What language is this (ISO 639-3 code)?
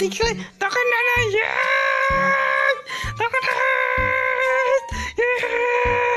trp